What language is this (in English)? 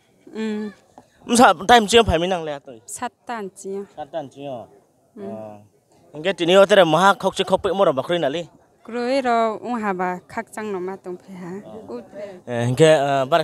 Riang (India)